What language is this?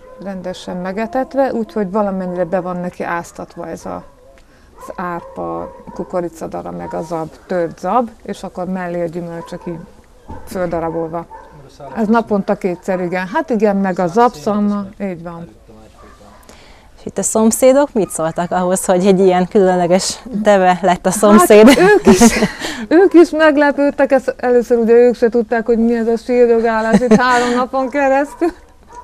Hungarian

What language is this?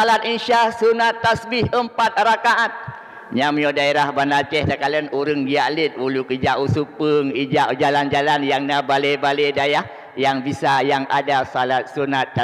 Achinese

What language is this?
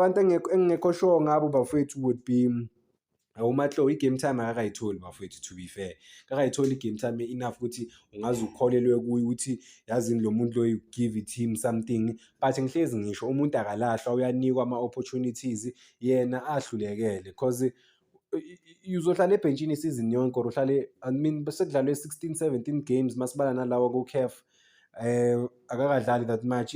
Zulu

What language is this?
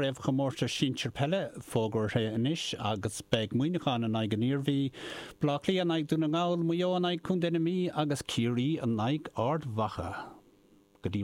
Irish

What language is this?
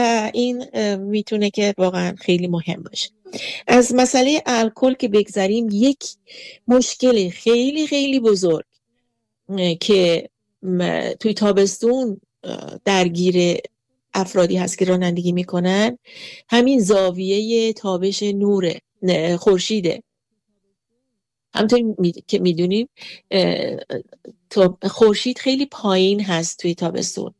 Persian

